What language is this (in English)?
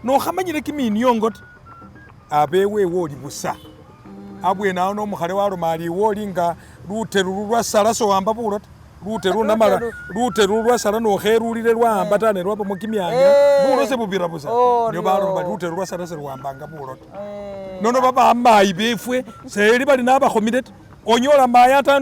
Masaaba